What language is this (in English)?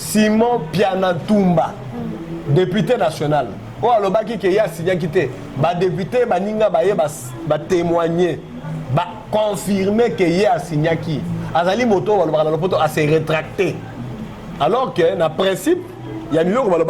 Lingala